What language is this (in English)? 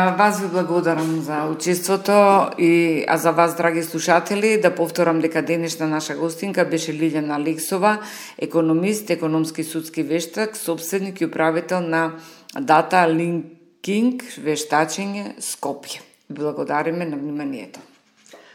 Macedonian